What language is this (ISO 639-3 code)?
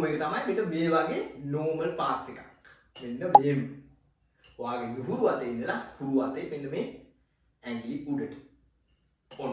sin